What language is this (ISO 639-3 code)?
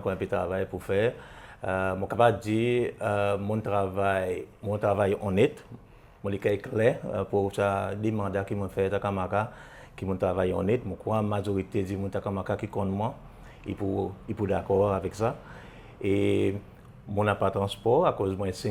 crs